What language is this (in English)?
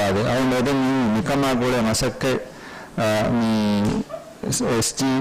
Divehi